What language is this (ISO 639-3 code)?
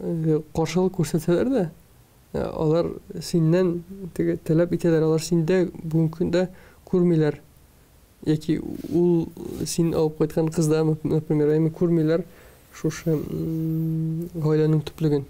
tat